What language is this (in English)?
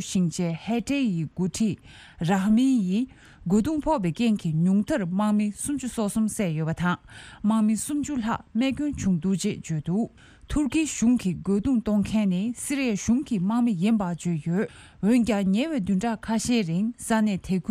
Tibetan